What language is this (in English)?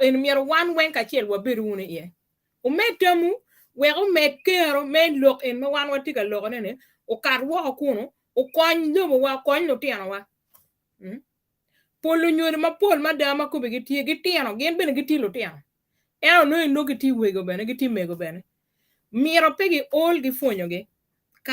Acoli